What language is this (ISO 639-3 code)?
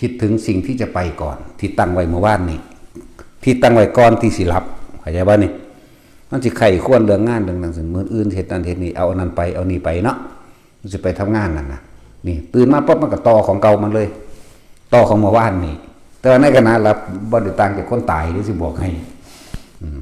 tts